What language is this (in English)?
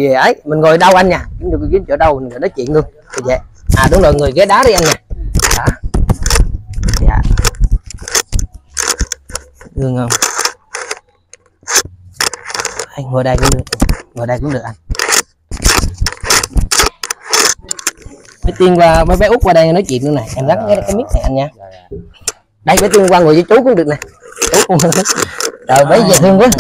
Vietnamese